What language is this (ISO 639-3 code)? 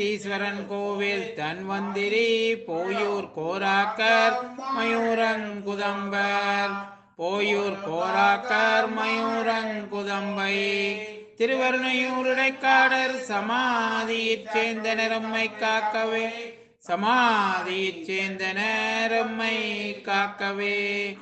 tam